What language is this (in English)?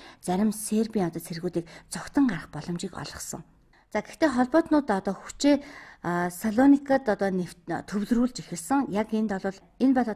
Mongolian